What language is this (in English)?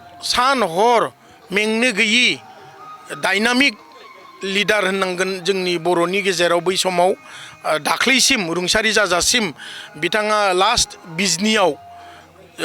Bodo